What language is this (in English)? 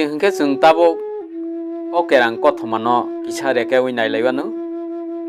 Kok Borok